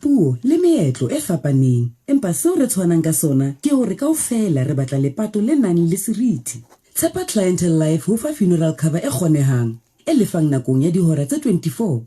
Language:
Southern Sotho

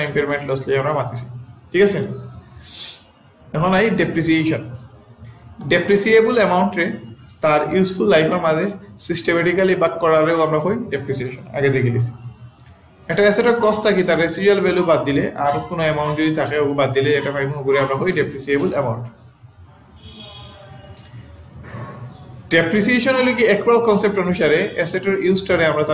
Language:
Sylheti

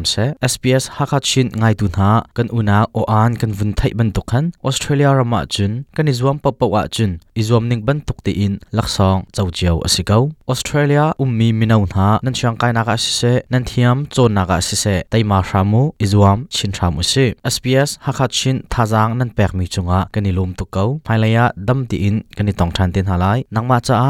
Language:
Hakha Chin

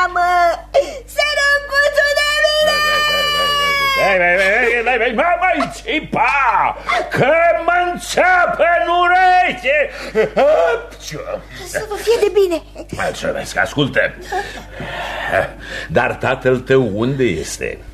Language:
Romanian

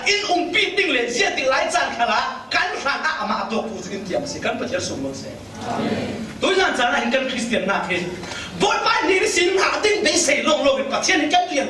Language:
Falam Chin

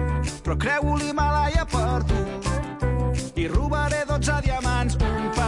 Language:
Catalan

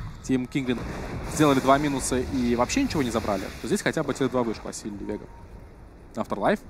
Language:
Russian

